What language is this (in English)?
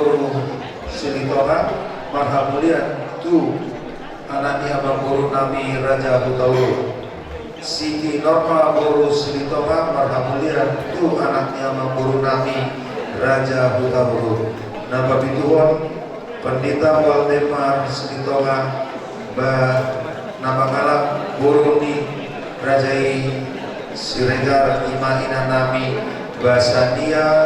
Batak Toba